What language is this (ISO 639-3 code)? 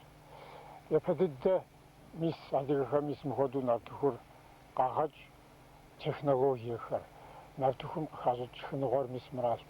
kbd